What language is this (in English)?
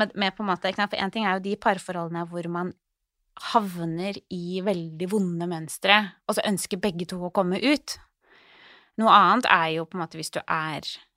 Norwegian